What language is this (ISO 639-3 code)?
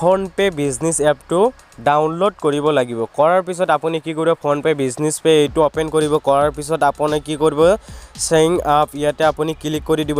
asm